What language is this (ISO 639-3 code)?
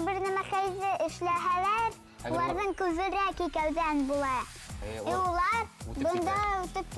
bak